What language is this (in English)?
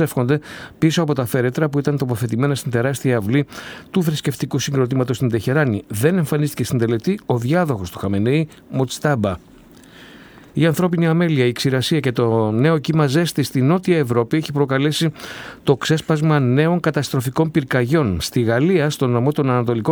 Greek